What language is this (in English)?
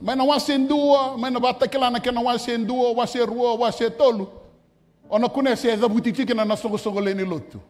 Fijian